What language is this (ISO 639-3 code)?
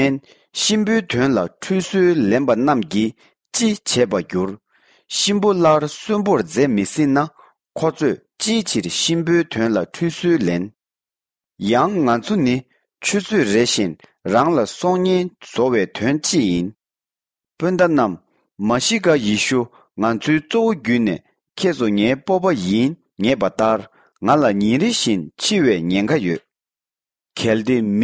bod